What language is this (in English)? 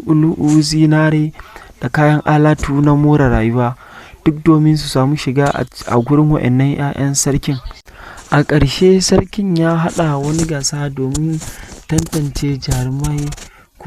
Hausa